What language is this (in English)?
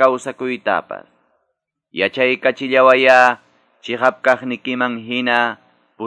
Quechua